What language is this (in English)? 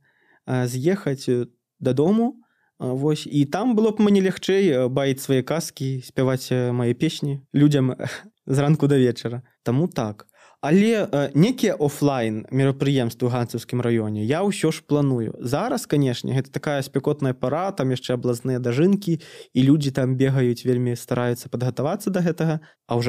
Belarusian